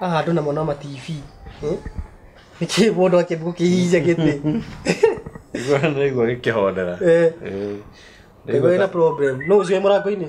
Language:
Kikuyu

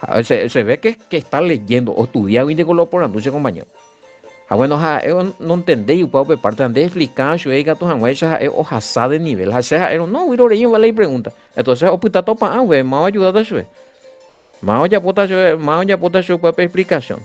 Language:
Guarani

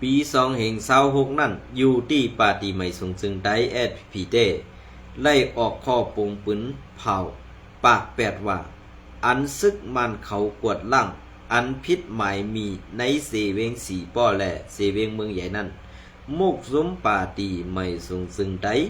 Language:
Shan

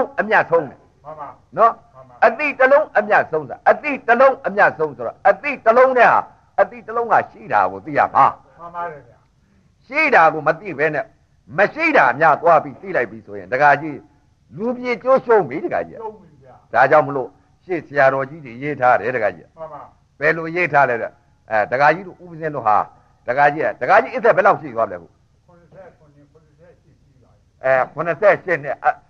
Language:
Burmese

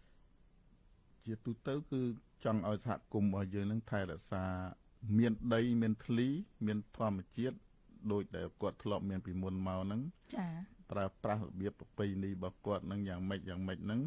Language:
Khmer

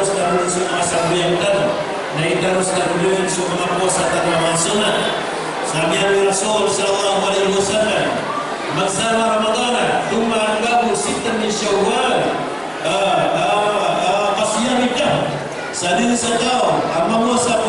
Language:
Maranao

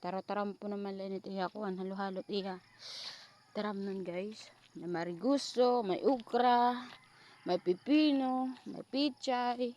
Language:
Waray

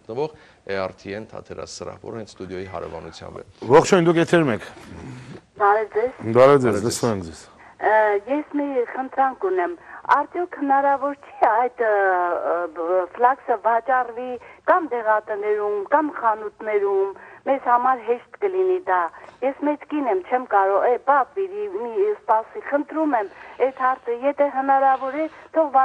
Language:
Armenian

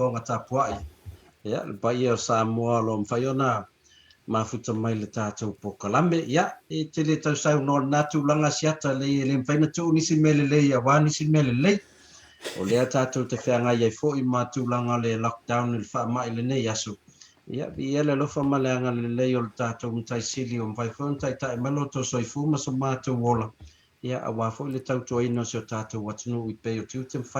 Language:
Samoan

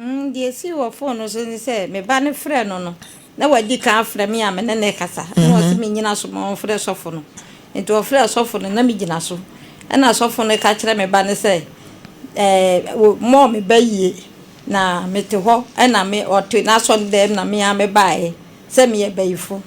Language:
Akan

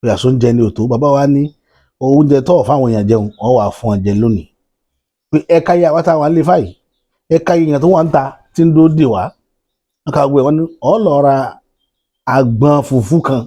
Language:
Yoruba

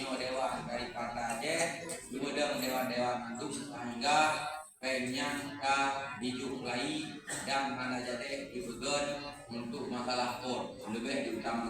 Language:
Achinese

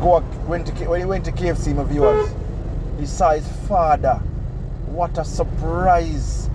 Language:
Jamaican Creole English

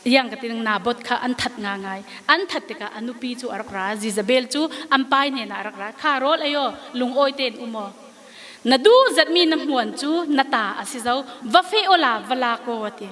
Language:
Falam Chin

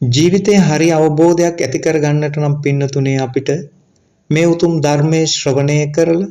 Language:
Sinhala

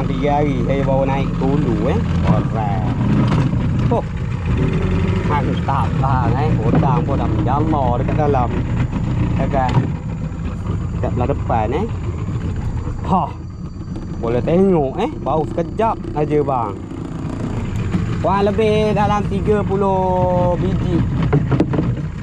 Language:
Malay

